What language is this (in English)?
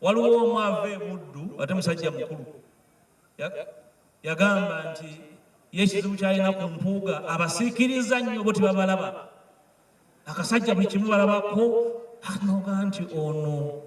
Ganda